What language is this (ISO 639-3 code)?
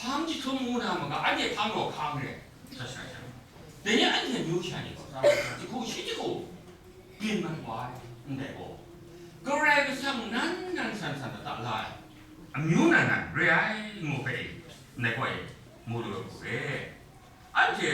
kac